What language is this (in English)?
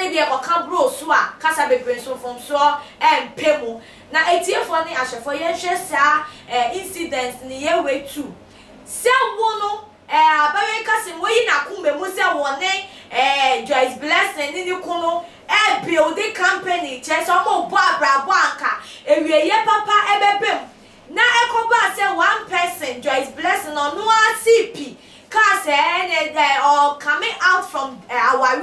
Akan